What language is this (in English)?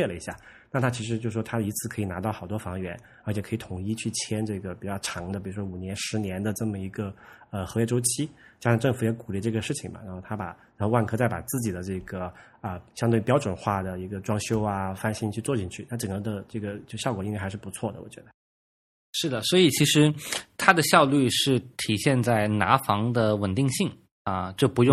Chinese